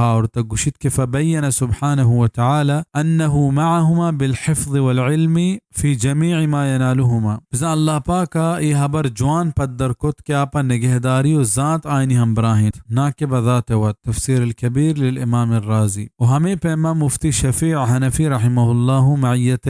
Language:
Baluchi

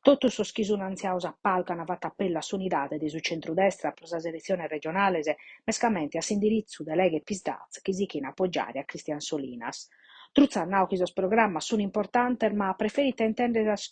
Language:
Sardinian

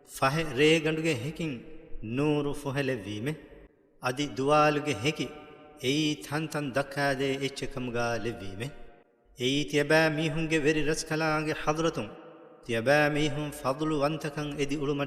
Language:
Divehi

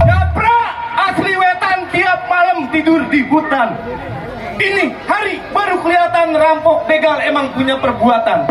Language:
Betawi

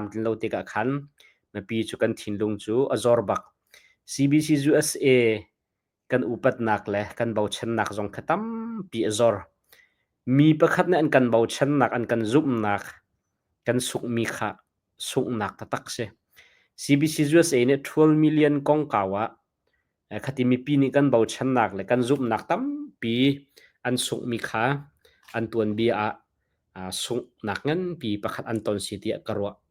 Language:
Hakha Chin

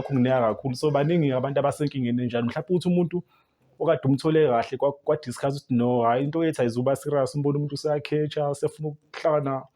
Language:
Zulu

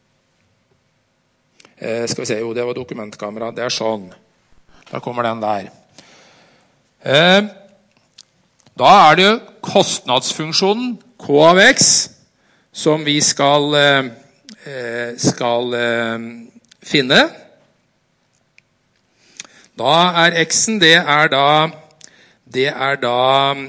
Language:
Norwegian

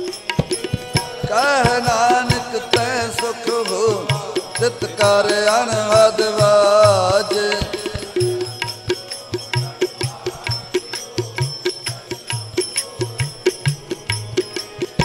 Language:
Punjabi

